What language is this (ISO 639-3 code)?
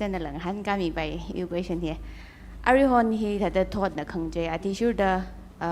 nmf